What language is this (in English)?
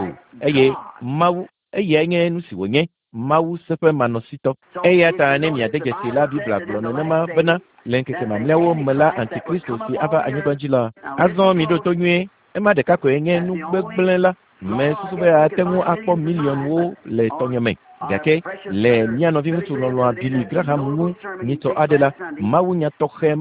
Ewe